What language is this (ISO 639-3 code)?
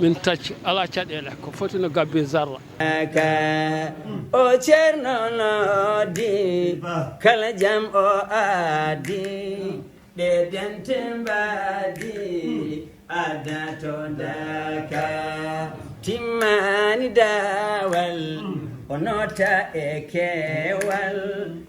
ful